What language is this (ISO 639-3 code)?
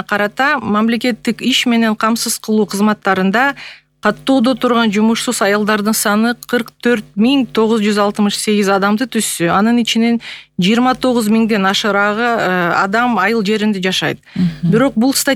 kir